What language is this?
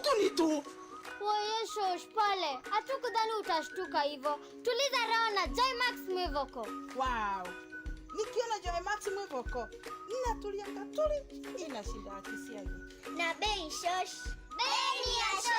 Meru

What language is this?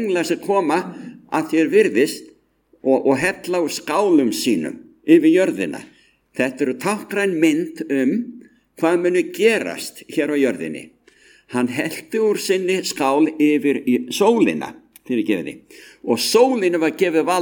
Icelandic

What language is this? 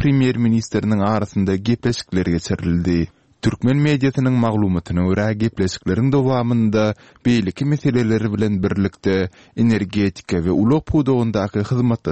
Turkmen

